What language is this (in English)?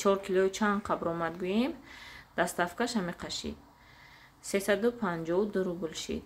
Tajik